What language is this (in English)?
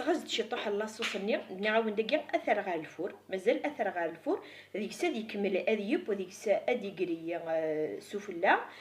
Kabyle